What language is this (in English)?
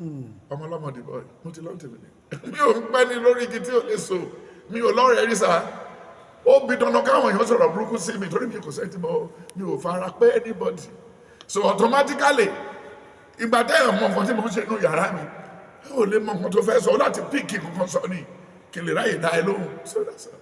Yoruba